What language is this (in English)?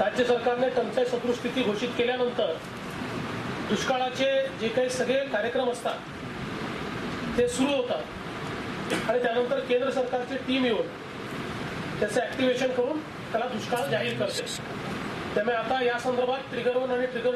Marathi